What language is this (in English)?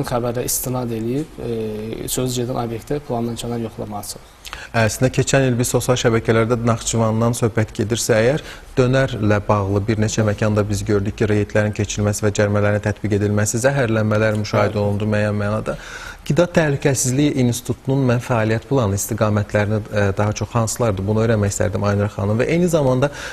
Azerbaijani